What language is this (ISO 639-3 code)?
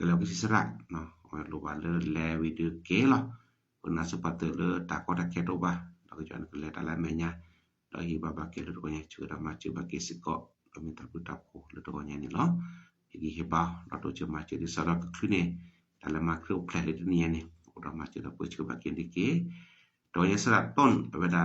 ksw